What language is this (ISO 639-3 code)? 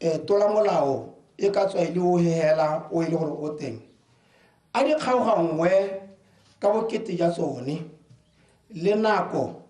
tsn